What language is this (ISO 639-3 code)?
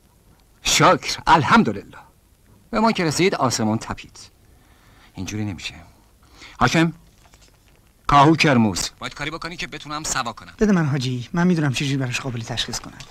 fas